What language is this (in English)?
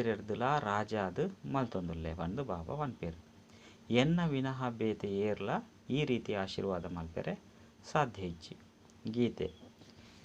Tulu